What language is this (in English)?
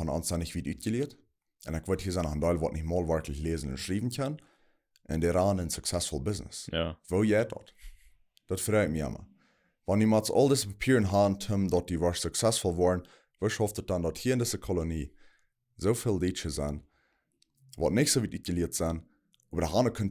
Plautdietsch